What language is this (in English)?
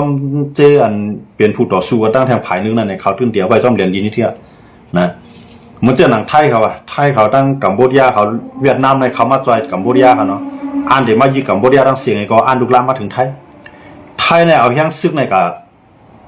Shan